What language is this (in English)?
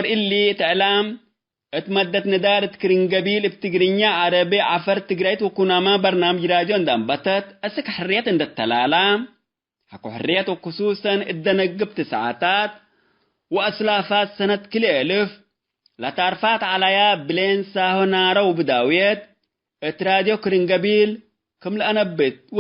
Tigre